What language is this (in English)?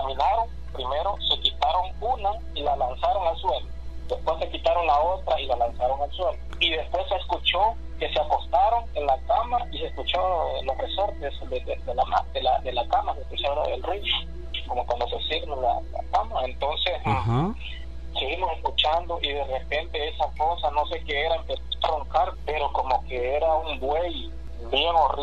Spanish